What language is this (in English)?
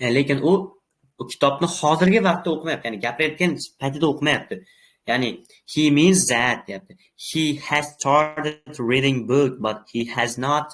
Uzbek